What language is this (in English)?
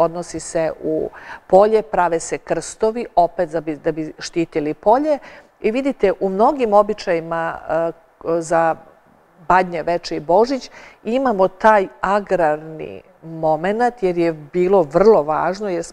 Serbian